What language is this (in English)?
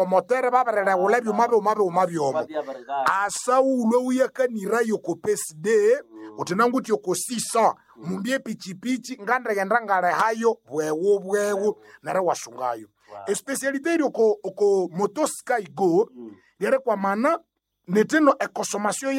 Nande